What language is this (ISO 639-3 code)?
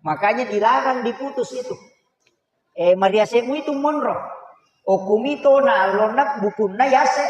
bug